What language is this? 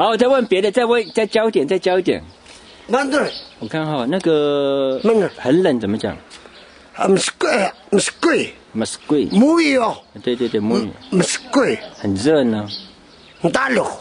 Chinese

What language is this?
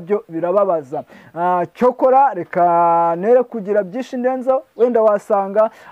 Kinyarwanda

